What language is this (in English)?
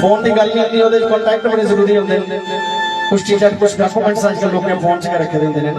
Dogri